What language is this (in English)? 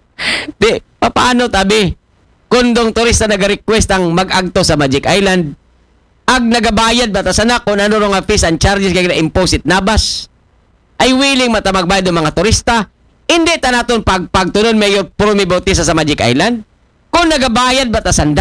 Aklanon